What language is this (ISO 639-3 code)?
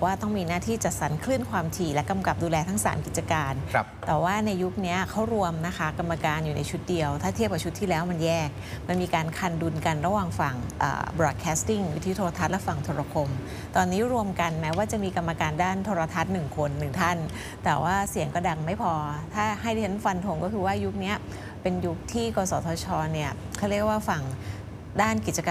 tha